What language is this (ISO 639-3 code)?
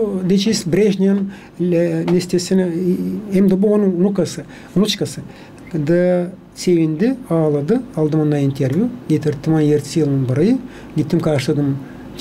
gag